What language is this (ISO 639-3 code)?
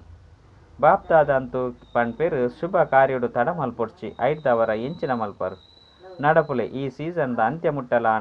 tcy